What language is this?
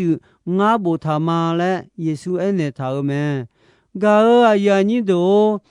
Akha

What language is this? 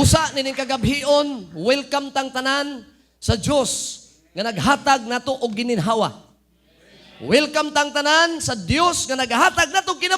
Cebuano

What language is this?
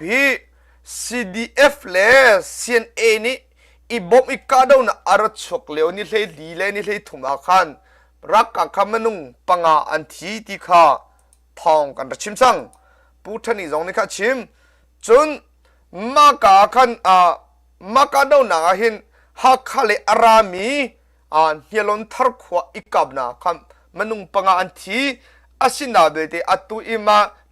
Hakha Chin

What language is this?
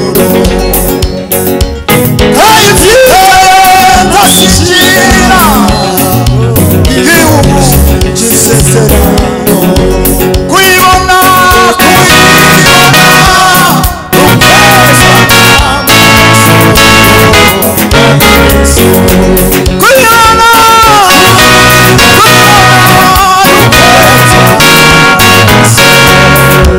Kinyarwanda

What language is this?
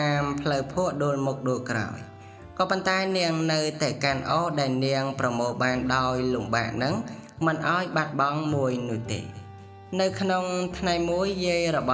Khmer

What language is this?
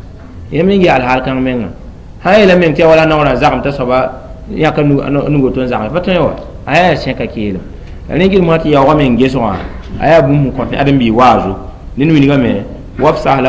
Mossi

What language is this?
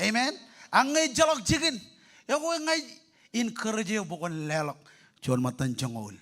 Marshallese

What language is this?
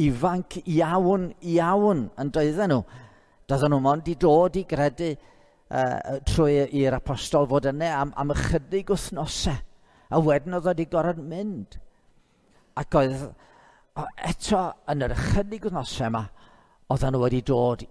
Welsh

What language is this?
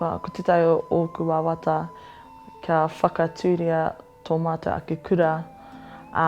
Māori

